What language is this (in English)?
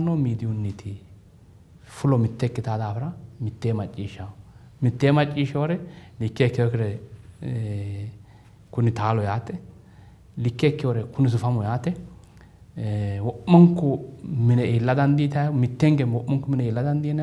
Sidamo